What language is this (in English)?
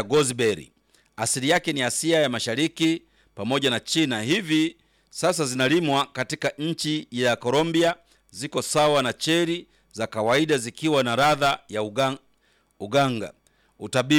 Swahili